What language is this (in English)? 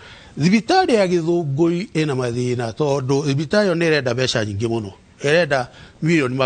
Kikuyu